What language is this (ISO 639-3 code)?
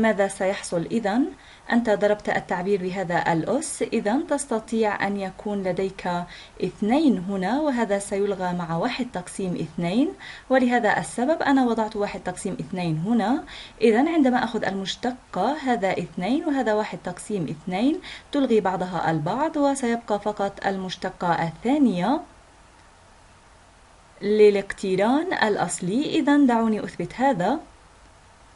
ara